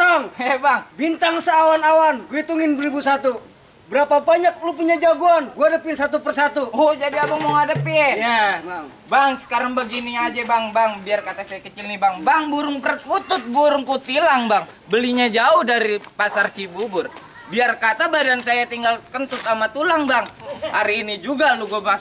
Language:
Betawi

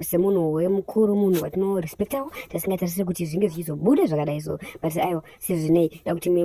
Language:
Shona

